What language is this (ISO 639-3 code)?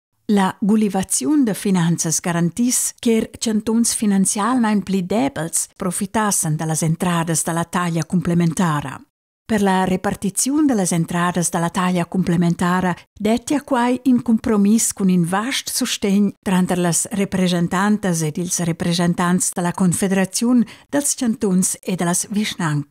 roh